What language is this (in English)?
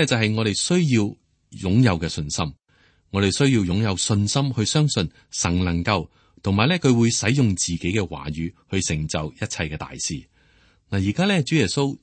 Cantonese